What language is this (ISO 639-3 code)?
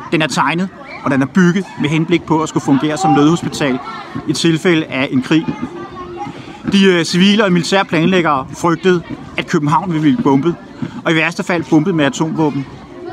dan